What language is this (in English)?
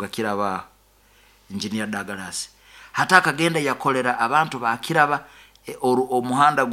Nyoro